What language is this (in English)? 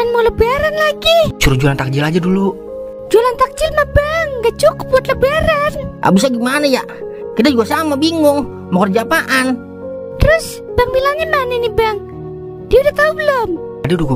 Betawi